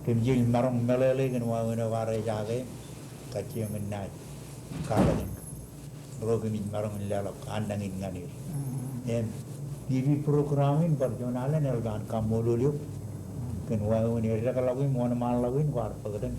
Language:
Marshallese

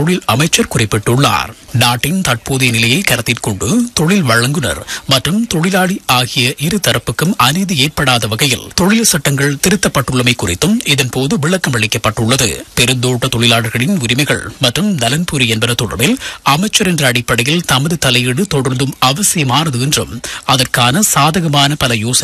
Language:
Tamil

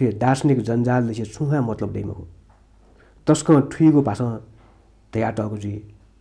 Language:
Newari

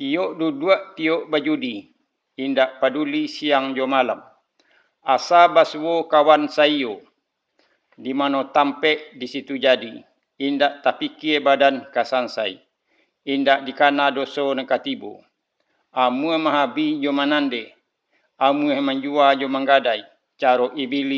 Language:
Minangkabau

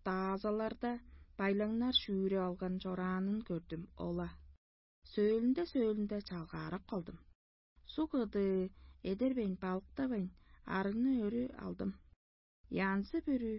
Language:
Tuvinian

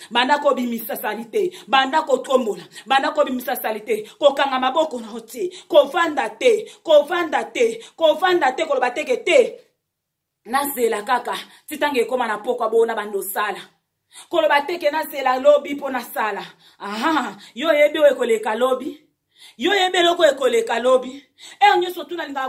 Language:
Lingala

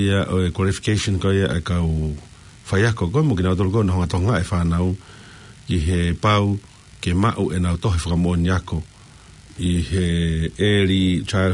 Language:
Tongan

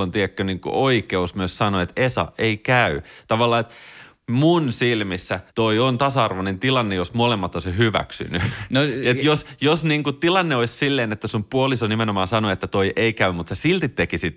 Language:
Finnish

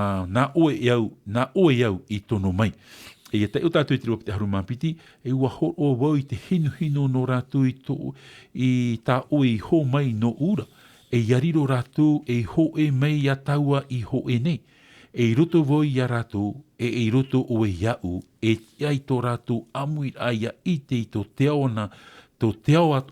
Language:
Tahitian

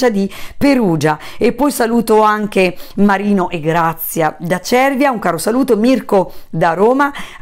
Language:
Italian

